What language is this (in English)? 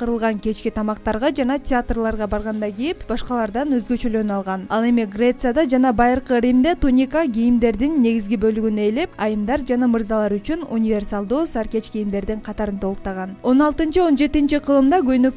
Kyrgyz